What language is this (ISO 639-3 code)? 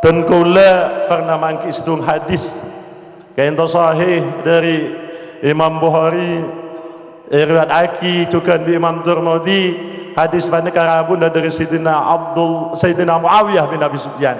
mad